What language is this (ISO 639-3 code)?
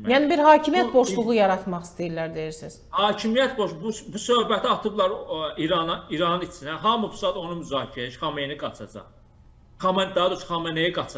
aze